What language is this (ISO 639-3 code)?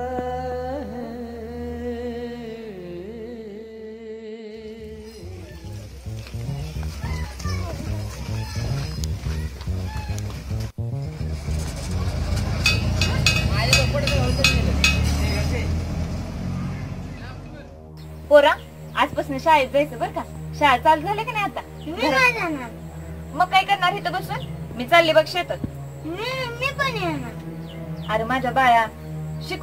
mar